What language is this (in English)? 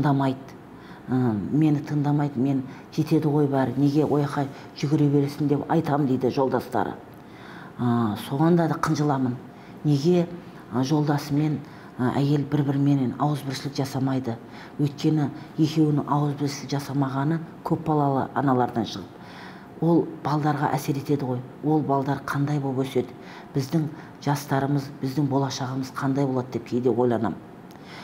Kazakh